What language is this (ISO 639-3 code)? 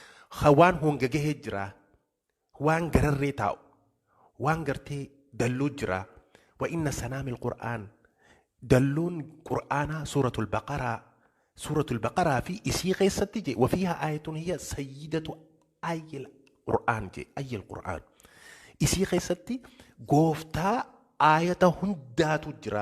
orm